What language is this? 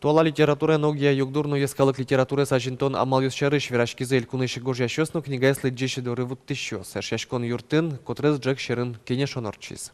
Udmurt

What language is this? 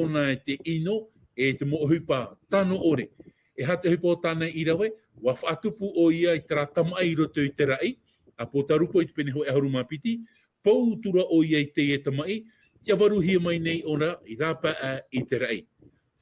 Tahitian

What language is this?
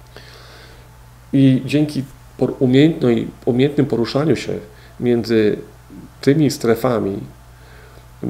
Polish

